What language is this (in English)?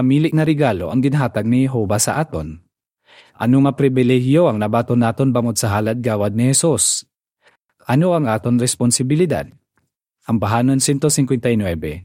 Hiligaynon